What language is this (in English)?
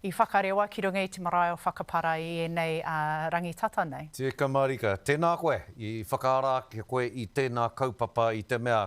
Māori